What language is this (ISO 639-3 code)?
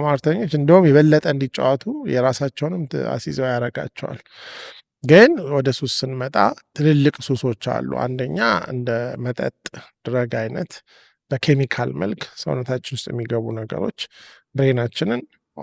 amh